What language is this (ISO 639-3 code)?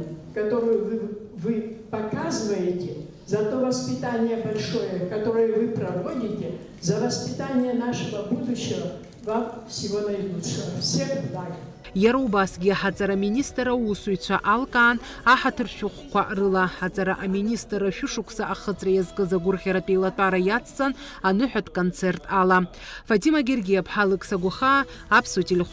abk